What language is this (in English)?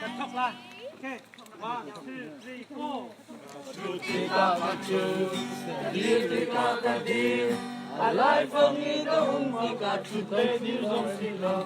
Hakha Chin